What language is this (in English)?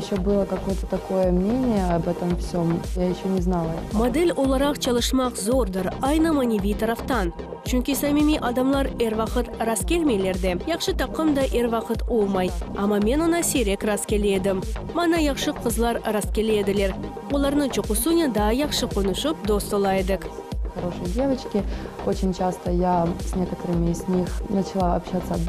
Crimean Tatar